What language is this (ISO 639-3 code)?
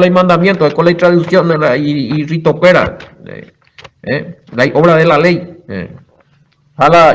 grn